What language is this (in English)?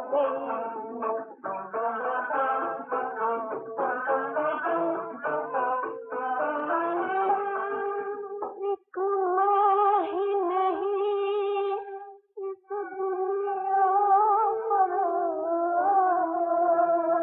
Hindi